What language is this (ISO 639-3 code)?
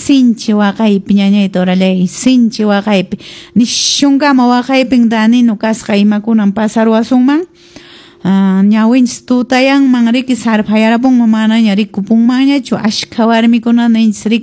que